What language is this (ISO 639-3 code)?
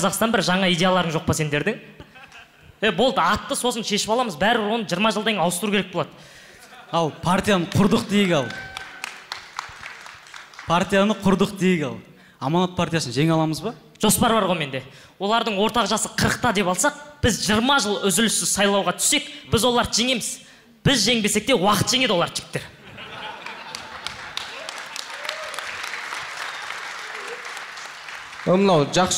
kaz